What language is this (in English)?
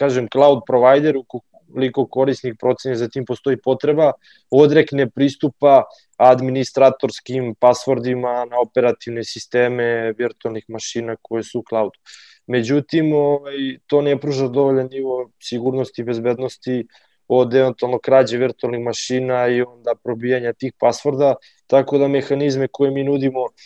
Serbian